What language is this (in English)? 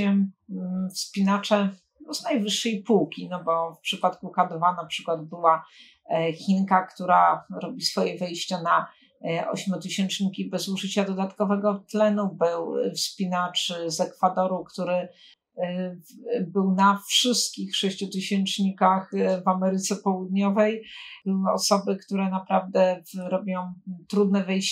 Polish